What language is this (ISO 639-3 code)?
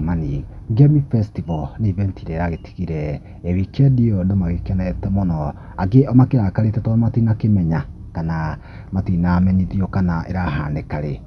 kik